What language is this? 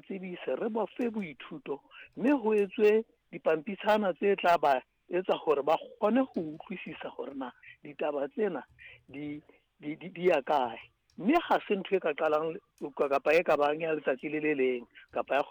Southern Sotho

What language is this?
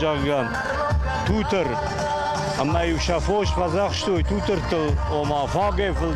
Ossetic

